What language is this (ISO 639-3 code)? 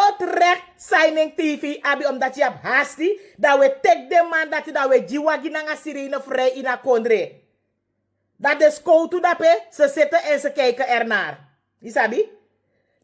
srn